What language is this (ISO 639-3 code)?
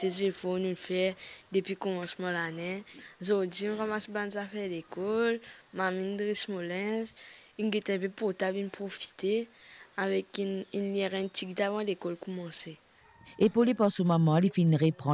mfe